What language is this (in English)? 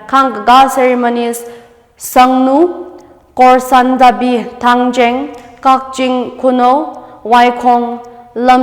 Tangkhul Naga (India)